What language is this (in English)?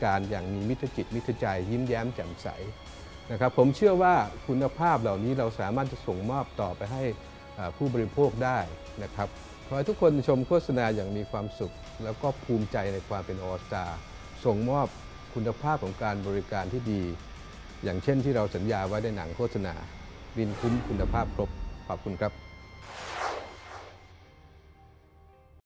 Thai